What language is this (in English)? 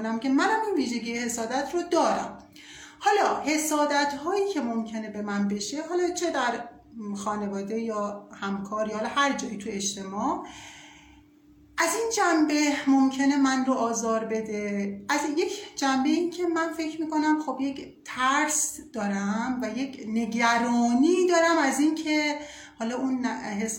Persian